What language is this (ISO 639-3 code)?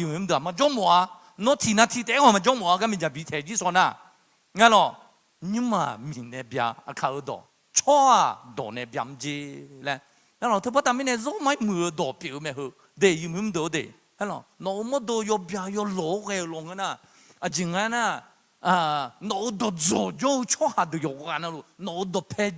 ahk